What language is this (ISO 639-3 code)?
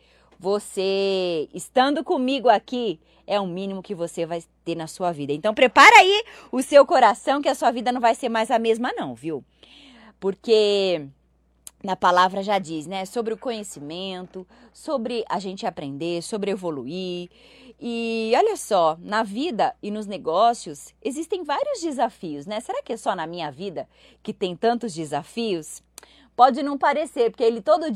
por